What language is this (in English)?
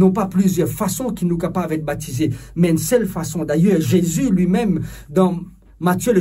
Morisyen